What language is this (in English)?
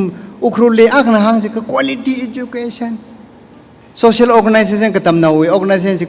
Tangkhul Naga (India)